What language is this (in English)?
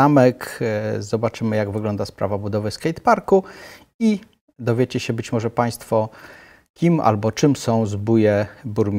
Polish